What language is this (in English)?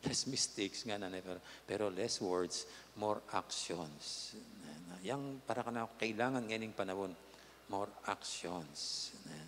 Pampanga